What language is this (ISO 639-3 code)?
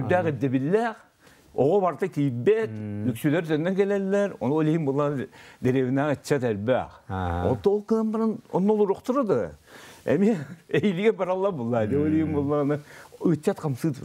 sah